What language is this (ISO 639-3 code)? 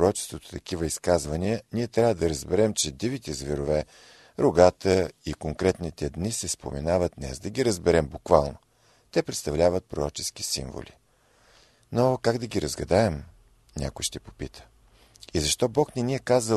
bul